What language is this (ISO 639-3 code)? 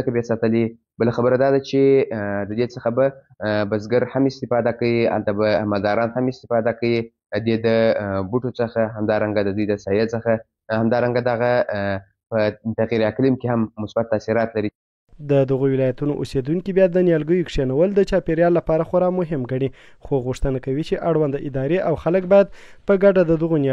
pus